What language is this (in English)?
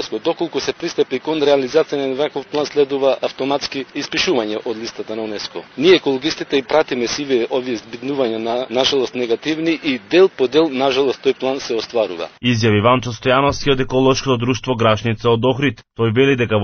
Macedonian